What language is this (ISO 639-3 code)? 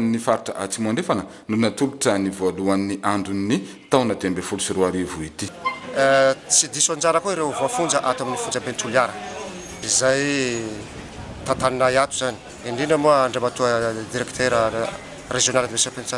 mlg